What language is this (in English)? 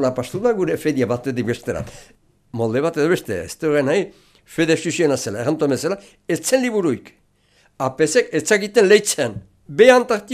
Basque